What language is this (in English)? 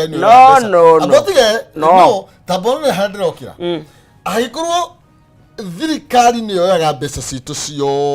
Kikuyu